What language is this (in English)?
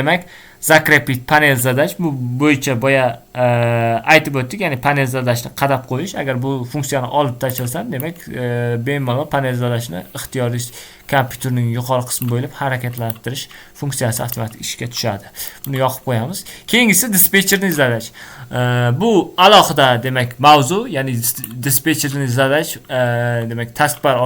Uzbek